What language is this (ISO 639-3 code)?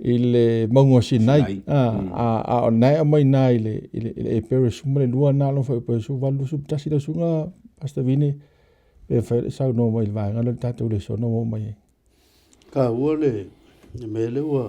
smo